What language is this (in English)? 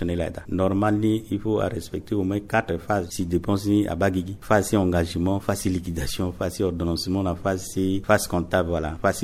Sango